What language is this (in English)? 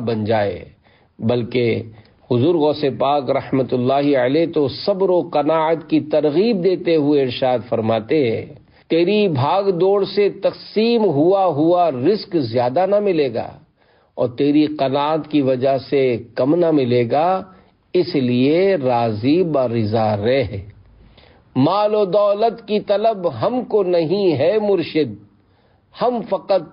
Urdu